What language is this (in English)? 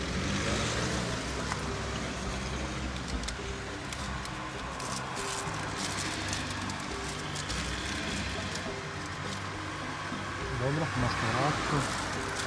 Bosnian